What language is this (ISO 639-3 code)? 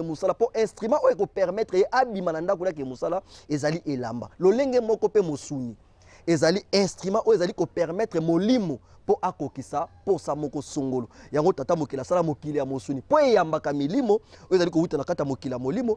lin